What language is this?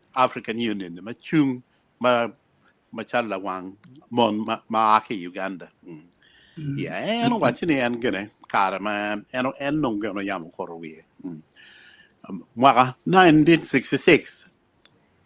Acoli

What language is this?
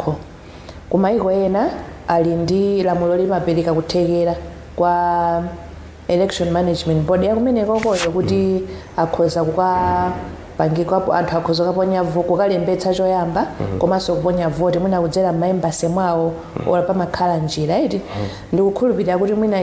Nyanja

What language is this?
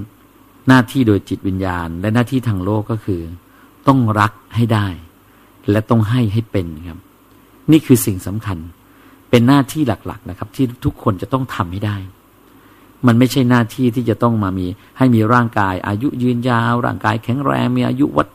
Thai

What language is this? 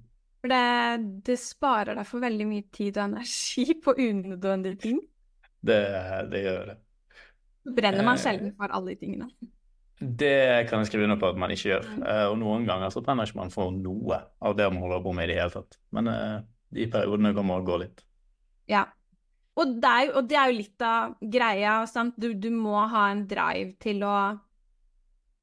Norwegian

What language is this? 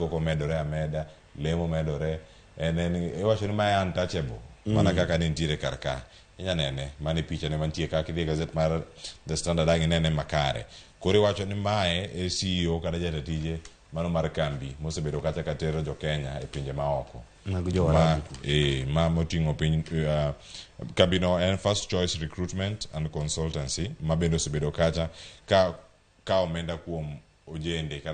Luo (Kenya and Tanzania)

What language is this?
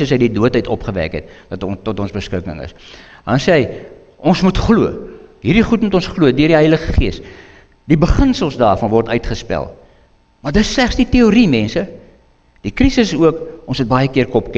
Afrikaans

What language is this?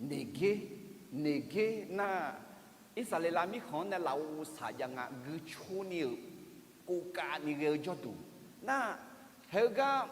Akha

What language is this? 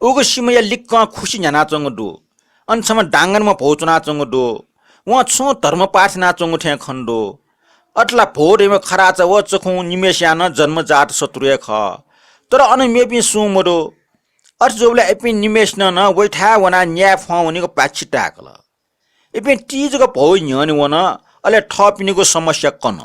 Newari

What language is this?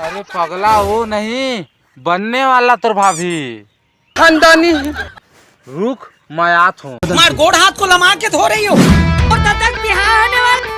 Chhattisgarhi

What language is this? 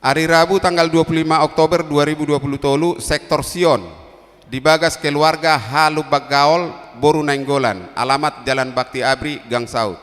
Batak Toba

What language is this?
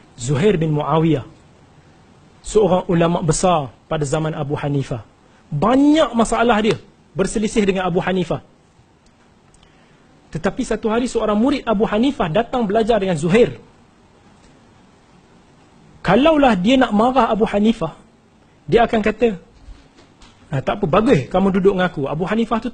Malay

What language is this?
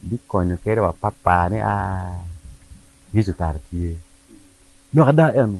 Acoli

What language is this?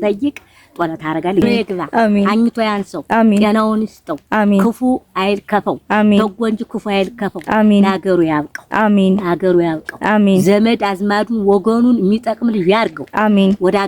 Amharic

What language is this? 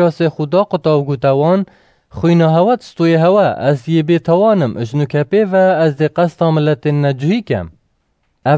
Kurdish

